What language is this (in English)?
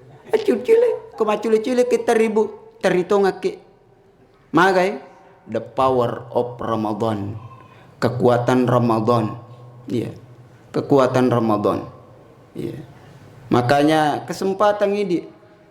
Buginese